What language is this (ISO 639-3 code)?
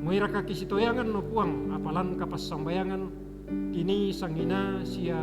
sda